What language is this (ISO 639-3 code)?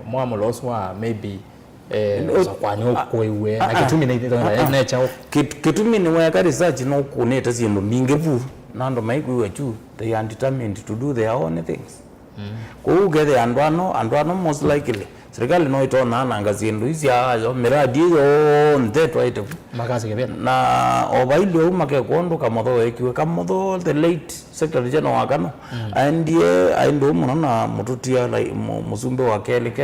kam